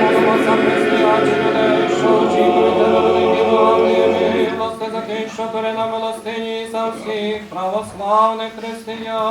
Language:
Rusyn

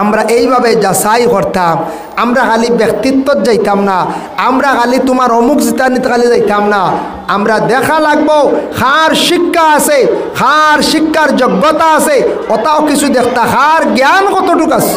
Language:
Sylheti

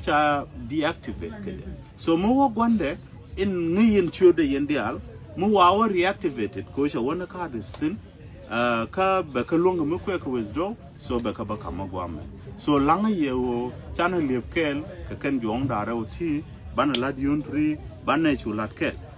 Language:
Nuer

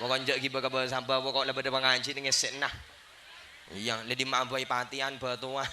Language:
Madurese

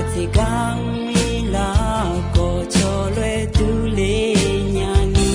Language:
Akha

